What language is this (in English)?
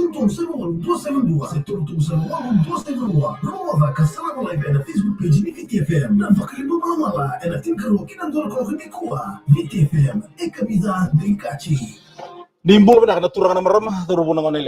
Fijian